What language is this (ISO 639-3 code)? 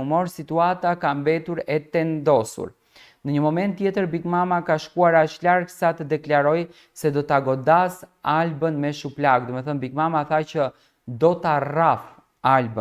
sqi